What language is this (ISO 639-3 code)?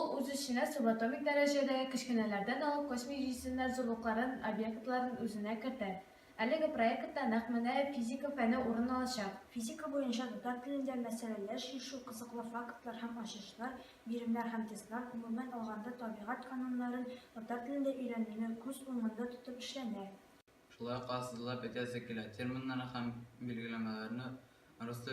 tat